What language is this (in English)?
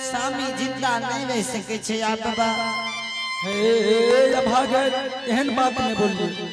Angika